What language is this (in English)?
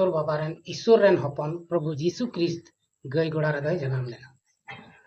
Santali